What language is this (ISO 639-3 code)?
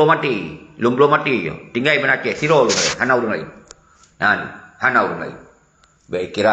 ace